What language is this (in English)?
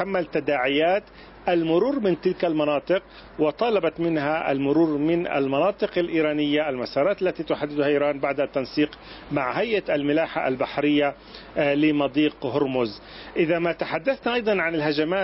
Arabic